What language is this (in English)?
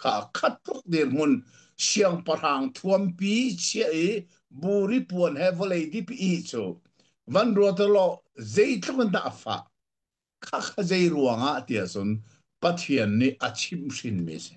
Hakha Chin